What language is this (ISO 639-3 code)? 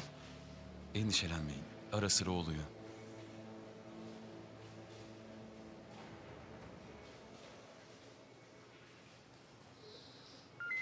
tur